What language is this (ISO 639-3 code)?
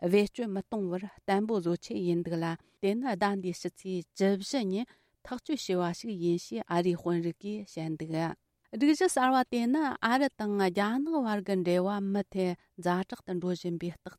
bod